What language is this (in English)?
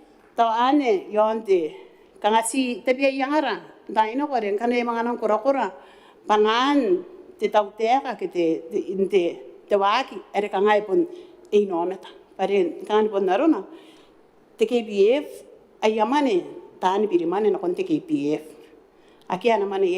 Gilbertese